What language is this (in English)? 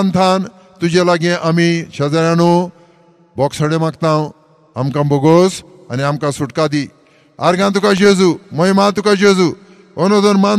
Konkani